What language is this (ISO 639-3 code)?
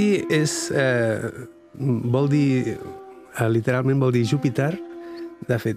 cat